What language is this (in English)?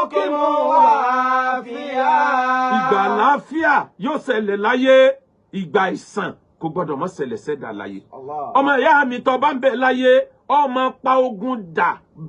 Yoruba